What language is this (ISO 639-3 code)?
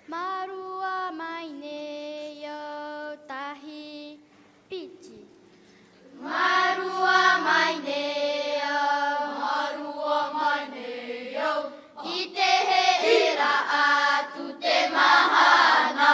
tah